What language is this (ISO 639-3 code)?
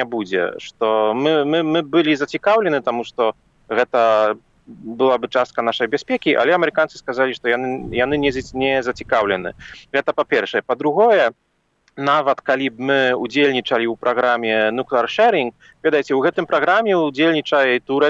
bel